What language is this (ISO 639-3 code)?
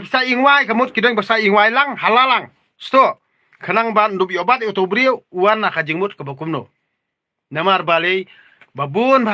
kha